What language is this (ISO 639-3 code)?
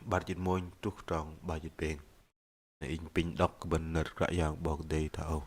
bdq